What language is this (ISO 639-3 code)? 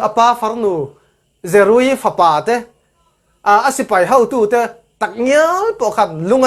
cfm